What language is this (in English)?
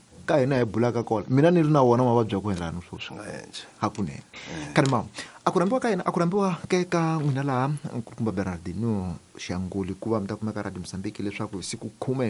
Tsonga